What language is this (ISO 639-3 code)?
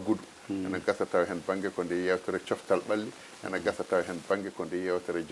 ful